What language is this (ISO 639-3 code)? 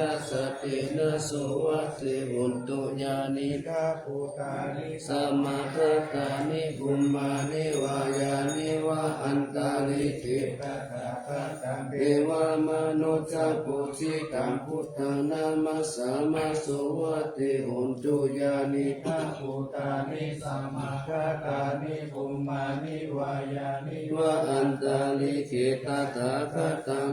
pli